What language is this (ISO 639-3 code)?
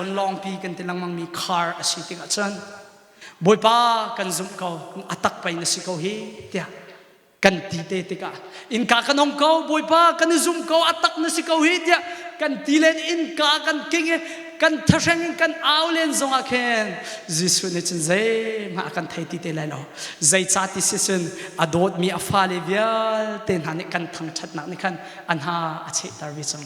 cnh